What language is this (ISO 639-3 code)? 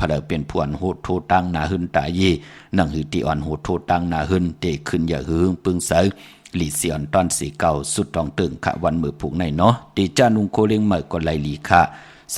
shn